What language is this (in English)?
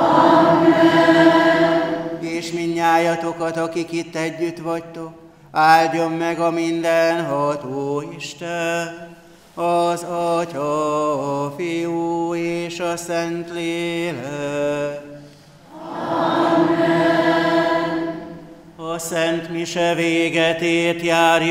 Hungarian